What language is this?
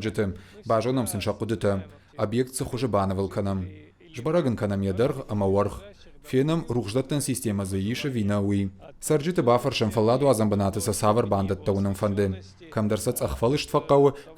Ossetic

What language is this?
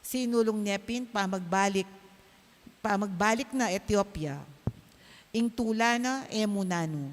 Pampanga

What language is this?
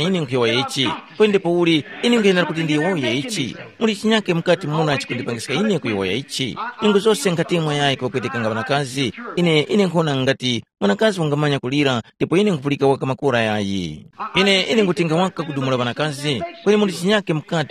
Tumbuka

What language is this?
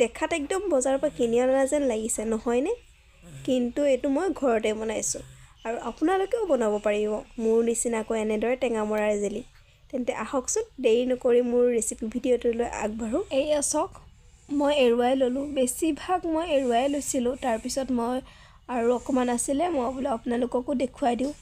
Assamese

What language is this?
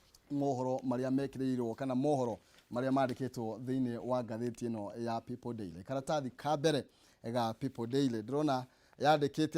Kikuyu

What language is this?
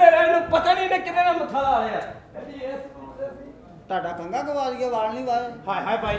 Punjabi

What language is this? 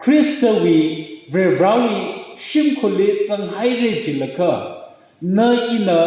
Tangkhul Naga (India)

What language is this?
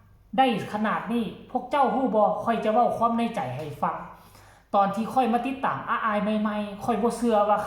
Lao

